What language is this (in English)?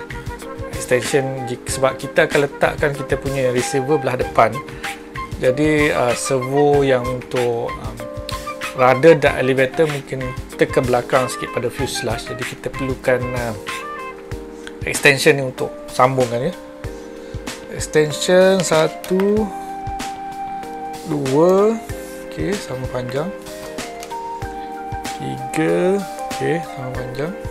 Malay